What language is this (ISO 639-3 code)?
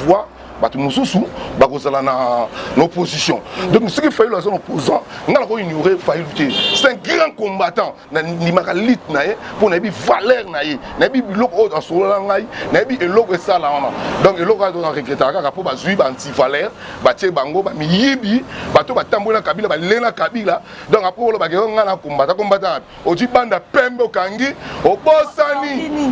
lin